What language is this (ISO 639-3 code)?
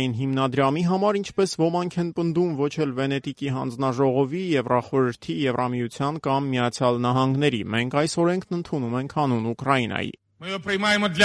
hye